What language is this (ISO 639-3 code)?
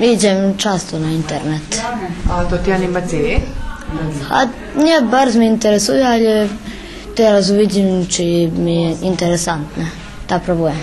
rue